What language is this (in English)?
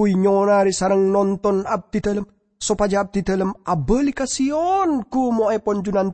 Madurese